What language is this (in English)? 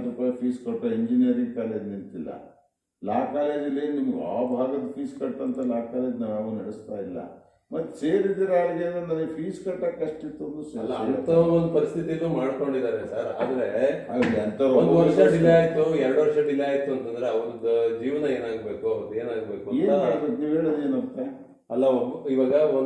Kannada